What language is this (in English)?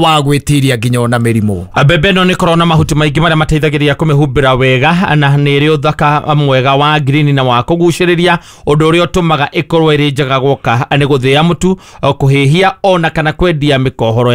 Kikuyu